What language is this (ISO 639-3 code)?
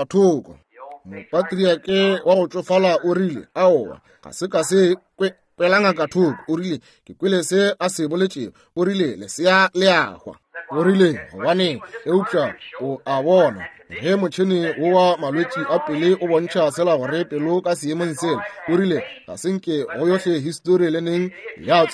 nso